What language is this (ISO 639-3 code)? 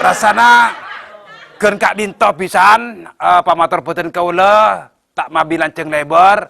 mad